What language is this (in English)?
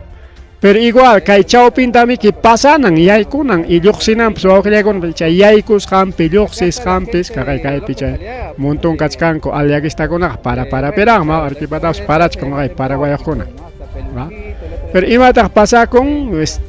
Ayacucho Quechua